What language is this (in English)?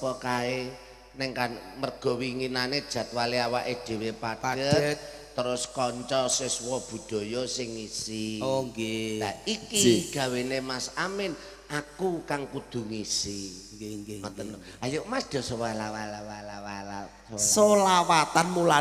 Javanese